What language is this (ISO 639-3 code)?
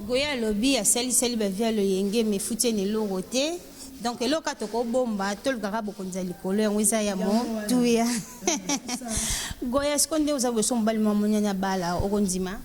lin